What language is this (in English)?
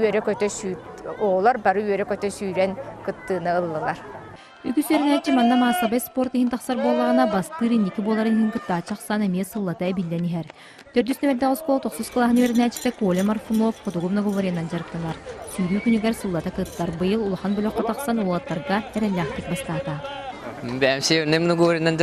Yakut